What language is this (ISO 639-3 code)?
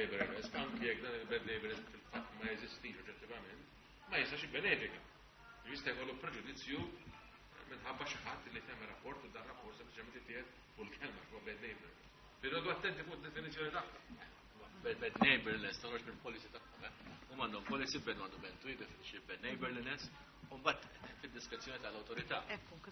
mlt